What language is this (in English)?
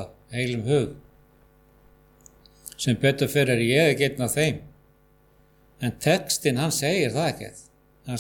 Icelandic